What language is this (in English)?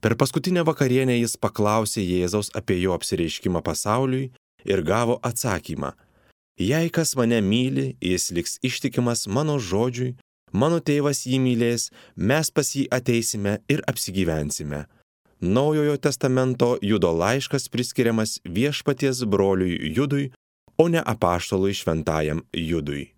Lithuanian